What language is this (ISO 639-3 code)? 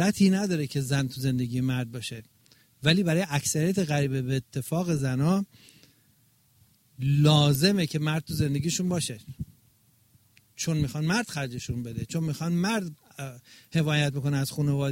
fas